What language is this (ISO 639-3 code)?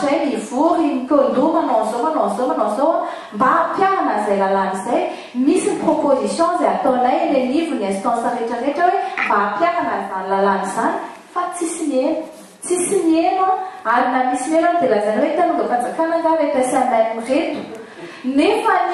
mlg